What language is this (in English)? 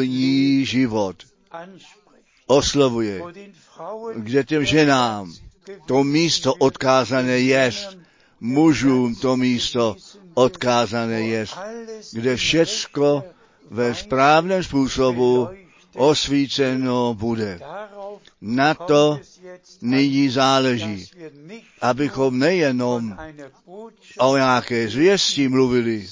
Czech